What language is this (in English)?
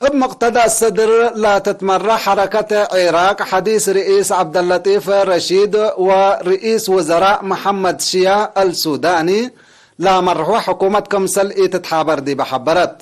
Tigre